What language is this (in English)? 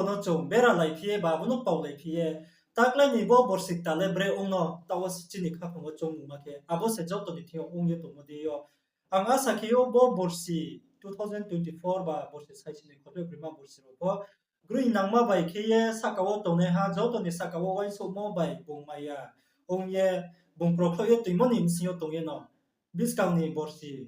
Riang (India)